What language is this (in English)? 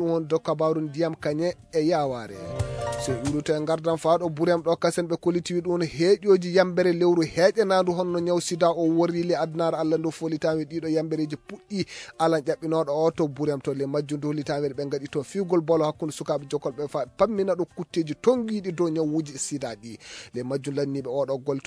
Maasina Fulfulde